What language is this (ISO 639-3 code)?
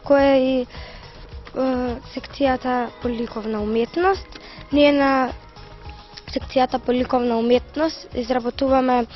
mkd